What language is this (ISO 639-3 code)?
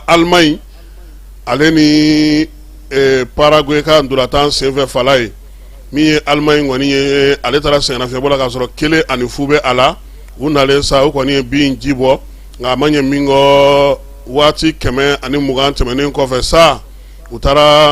bam